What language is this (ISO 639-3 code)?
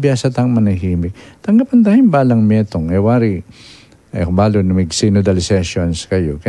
pam